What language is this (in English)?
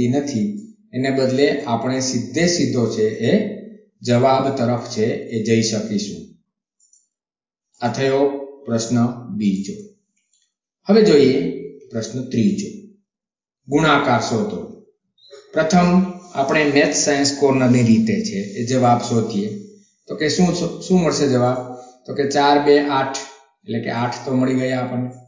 Gujarati